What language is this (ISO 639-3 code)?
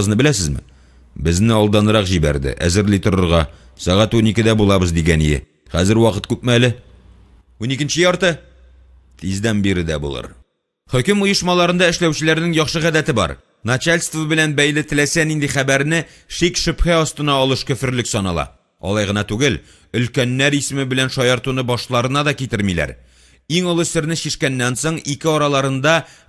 tat